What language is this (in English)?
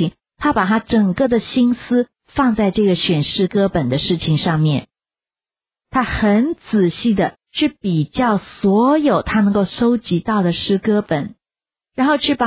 Chinese